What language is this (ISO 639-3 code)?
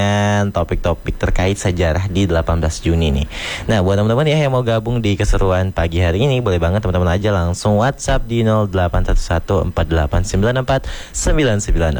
ind